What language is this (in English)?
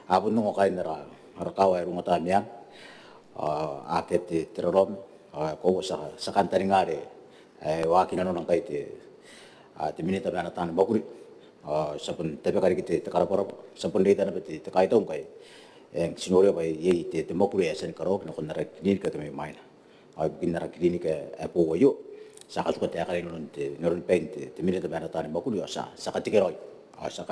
Gilbertese